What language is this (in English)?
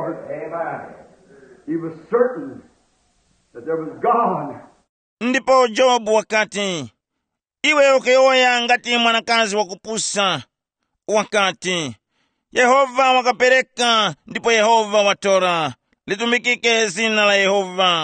Tumbuka